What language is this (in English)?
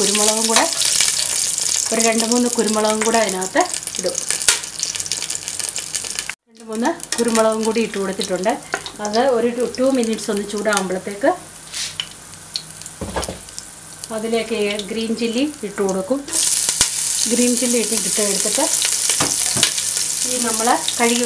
Malayalam